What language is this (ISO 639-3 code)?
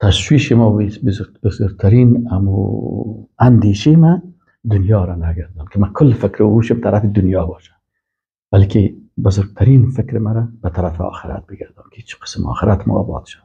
fas